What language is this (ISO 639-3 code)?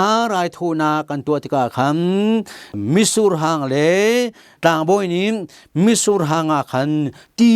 cnh